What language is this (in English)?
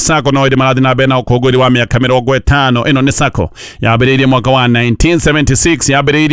Kikuyu